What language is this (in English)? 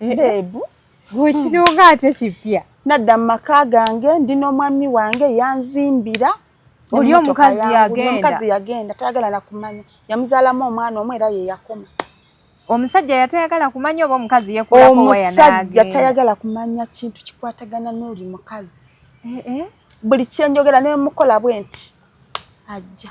Ganda